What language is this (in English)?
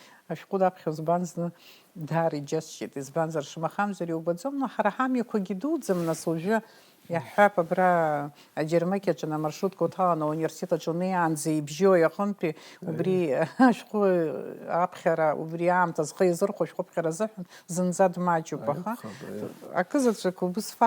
Abkhazian